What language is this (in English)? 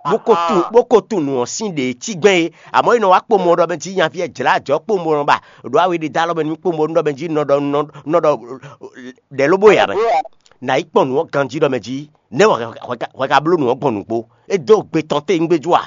Fon